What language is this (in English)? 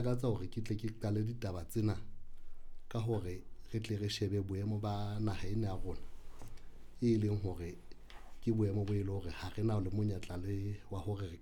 Southern Sotho